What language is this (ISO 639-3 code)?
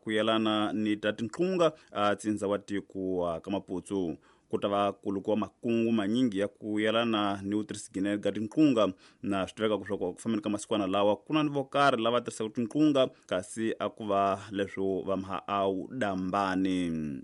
tso